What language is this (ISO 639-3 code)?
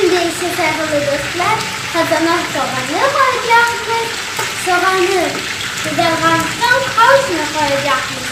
crh